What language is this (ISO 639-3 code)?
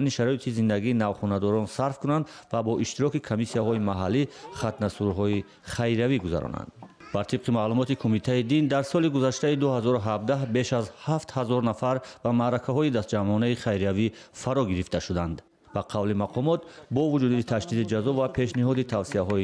tgk